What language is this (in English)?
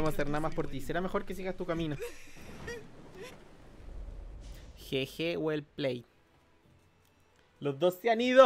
Spanish